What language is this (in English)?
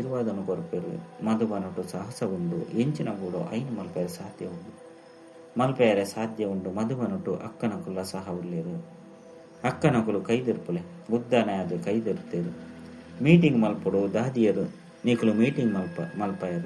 Tulu